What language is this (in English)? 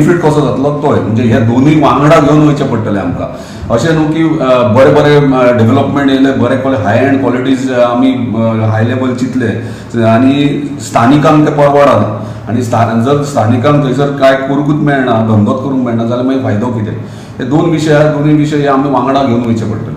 Konkani